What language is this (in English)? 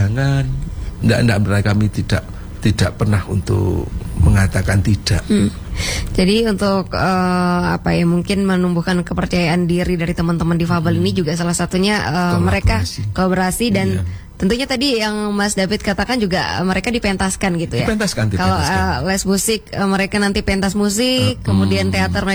Indonesian